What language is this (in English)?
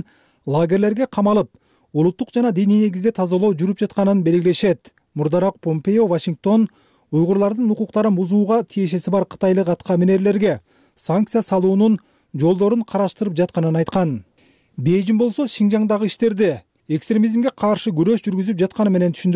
Kyrgyz